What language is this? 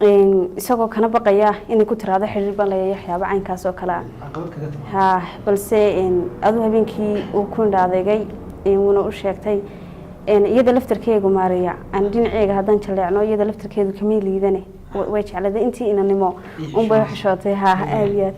Somali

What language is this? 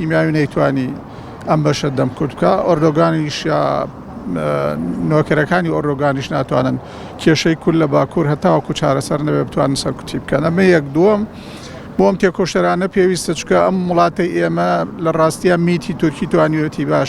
Central Kurdish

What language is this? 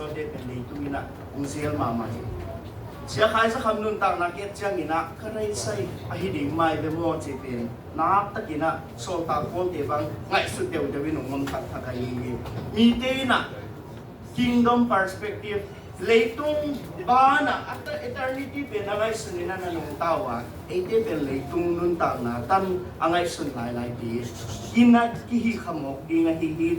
Tedim Chin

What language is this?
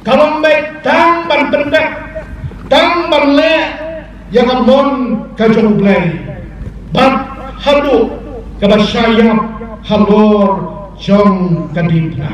Khasi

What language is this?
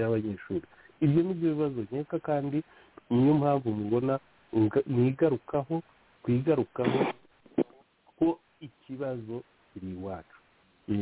Kinyarwanda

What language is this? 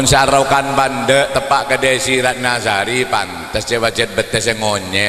Madurese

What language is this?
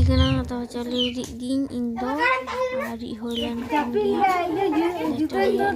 Santali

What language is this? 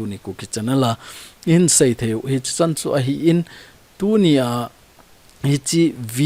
Thado Chin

